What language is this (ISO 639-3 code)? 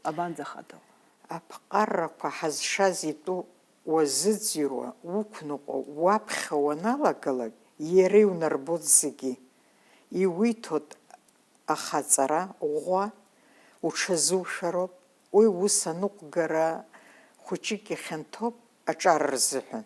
abk